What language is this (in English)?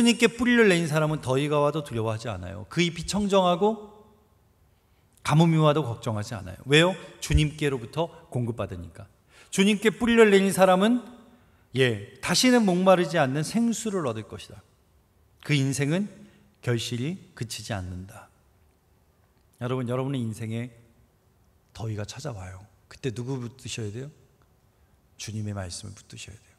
Korean